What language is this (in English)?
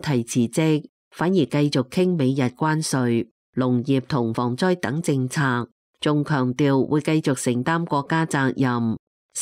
Cantonese